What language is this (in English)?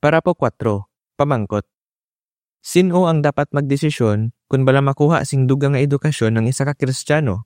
Hiligaynon